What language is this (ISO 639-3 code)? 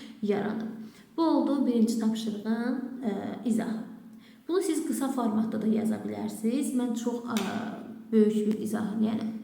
aze